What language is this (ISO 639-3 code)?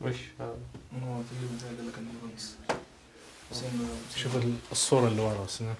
ars